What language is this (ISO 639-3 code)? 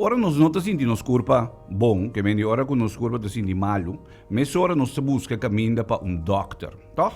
pap